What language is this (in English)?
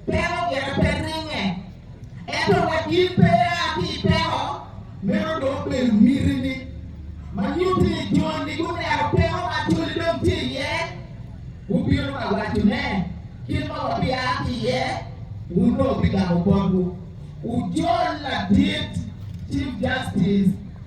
Acoli